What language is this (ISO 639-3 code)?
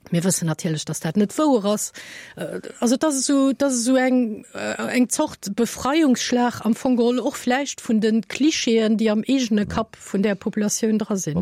ltz